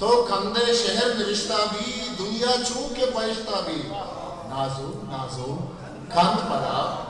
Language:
Eastern Balochi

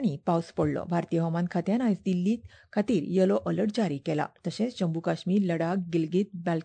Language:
Konkani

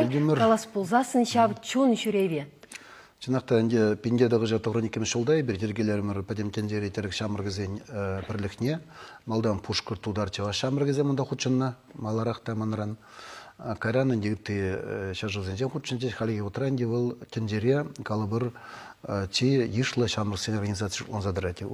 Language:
Chuvash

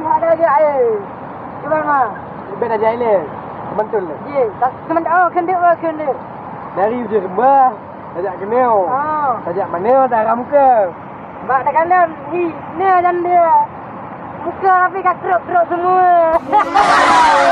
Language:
Achinese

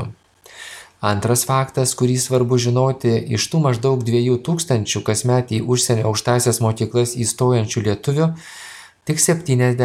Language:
Lithuanian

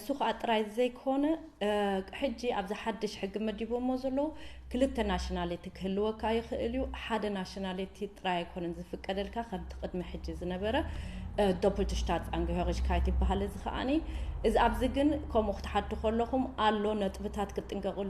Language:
Tigrinya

